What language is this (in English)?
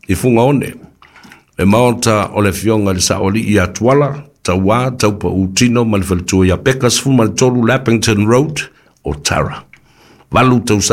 Samoan